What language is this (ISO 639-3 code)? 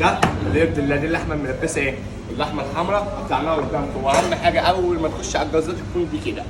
arz